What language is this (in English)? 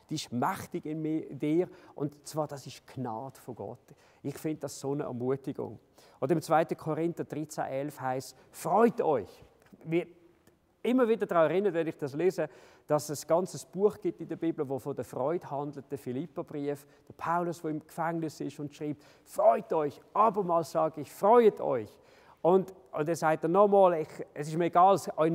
Swiss German